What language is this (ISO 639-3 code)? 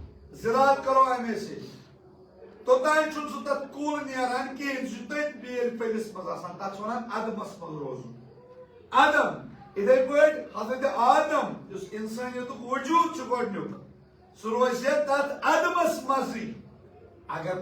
kas